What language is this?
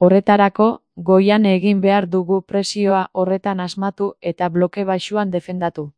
Basque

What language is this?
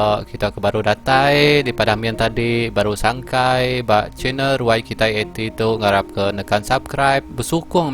Iban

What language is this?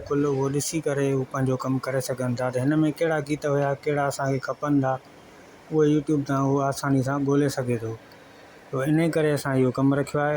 Sindhi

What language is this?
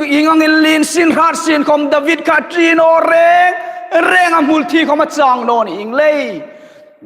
Hmar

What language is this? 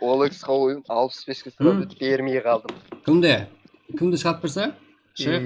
Kara-Kalpak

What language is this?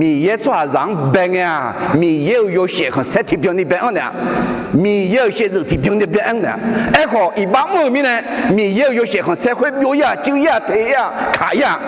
Akha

